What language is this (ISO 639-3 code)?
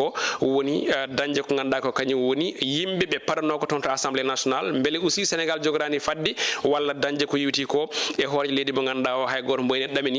ful